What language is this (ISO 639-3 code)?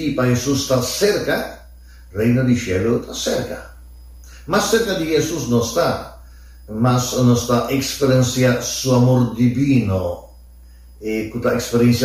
pap